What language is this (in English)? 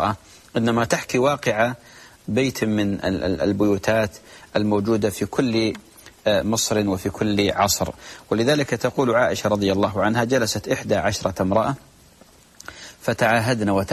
Arabic